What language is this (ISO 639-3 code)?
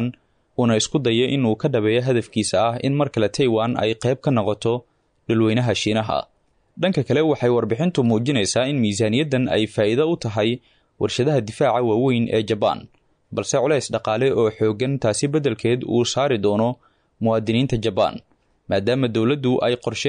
som